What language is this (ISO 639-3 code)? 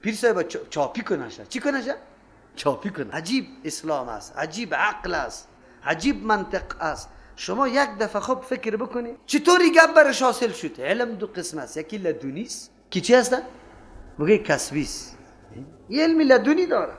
fas